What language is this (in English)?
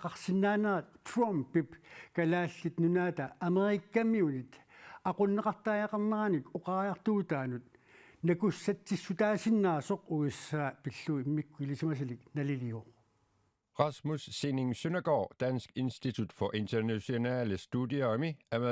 Kalaallisut